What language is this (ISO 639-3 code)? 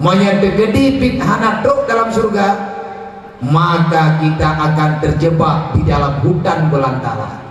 ace